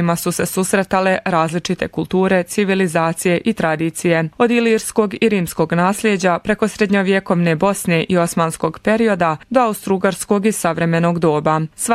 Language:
Bosnian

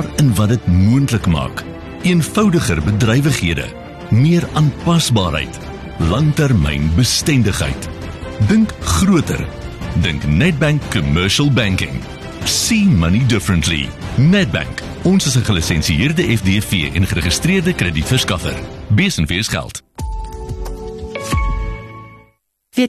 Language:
Afrikaans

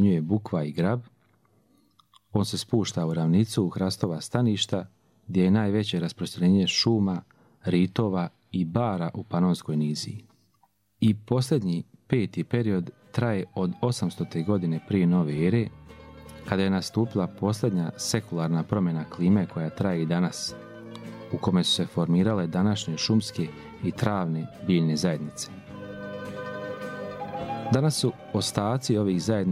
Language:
Serbian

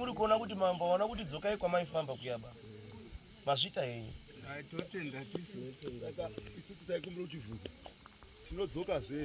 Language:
Shona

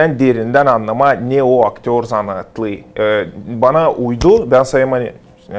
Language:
Gagauz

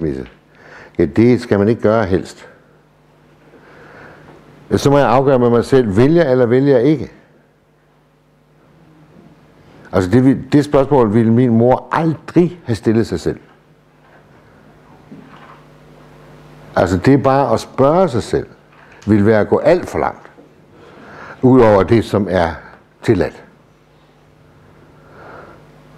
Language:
Danish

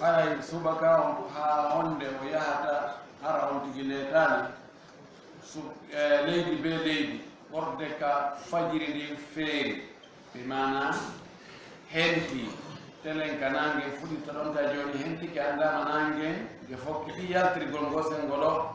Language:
Fula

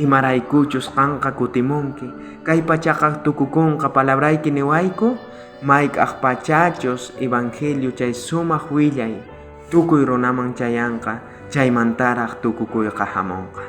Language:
South Bolivian Quechua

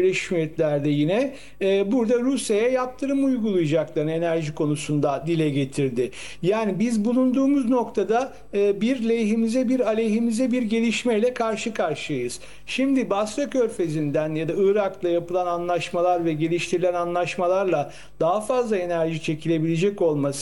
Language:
Turkish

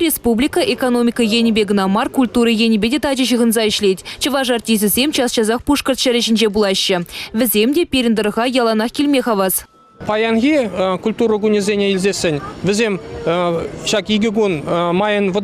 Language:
Chuvash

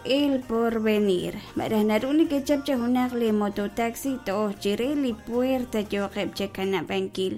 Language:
Kekchí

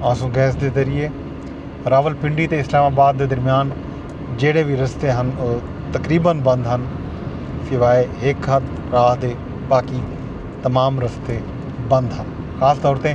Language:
Saraiki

